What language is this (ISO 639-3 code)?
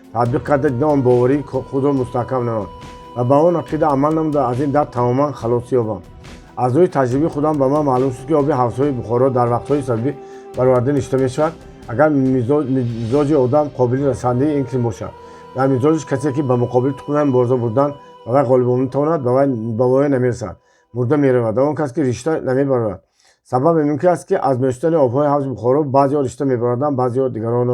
tgk